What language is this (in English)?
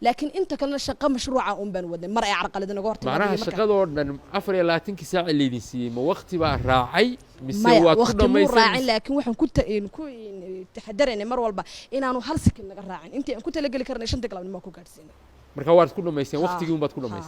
Somali